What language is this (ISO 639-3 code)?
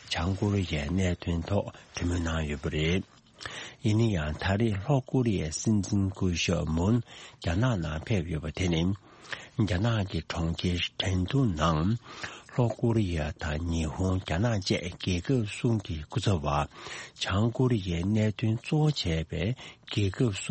bod